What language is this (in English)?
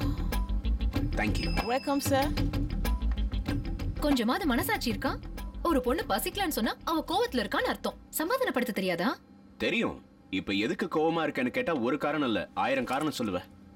Tamil